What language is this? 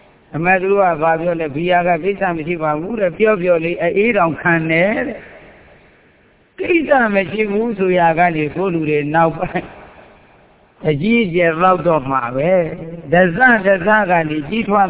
Burmese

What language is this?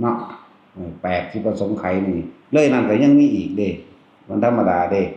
Northeastern Thai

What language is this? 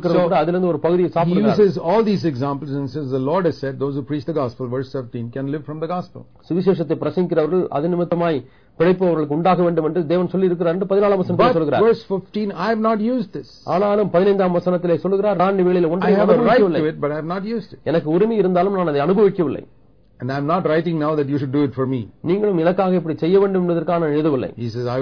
Tamil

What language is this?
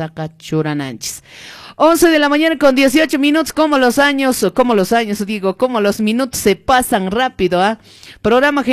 Quechua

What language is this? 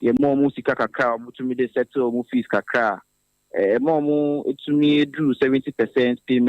Akan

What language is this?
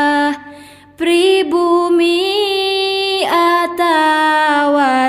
Sundanese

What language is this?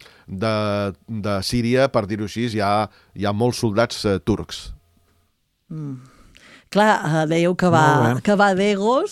Catalan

